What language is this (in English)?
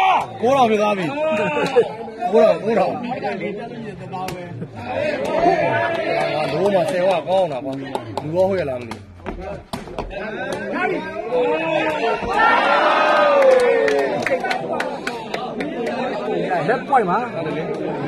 Burmese